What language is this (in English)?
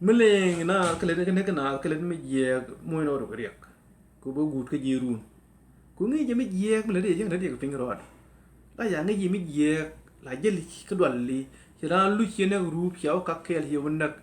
Nuer